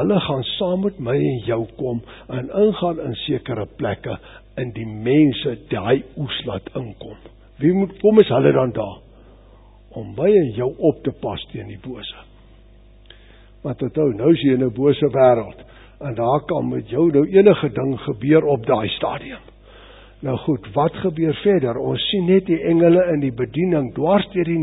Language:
Afrikaans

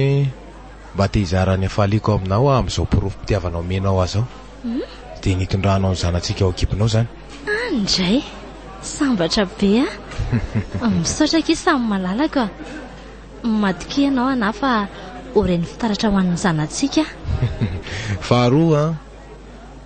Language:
Malagasy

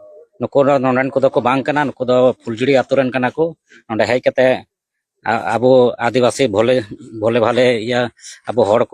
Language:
Santali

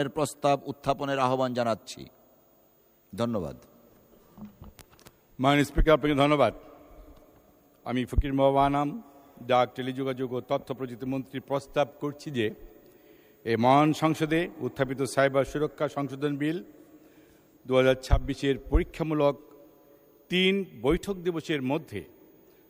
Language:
Bangla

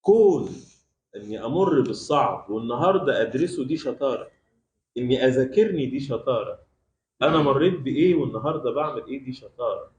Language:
Egyptian Arabic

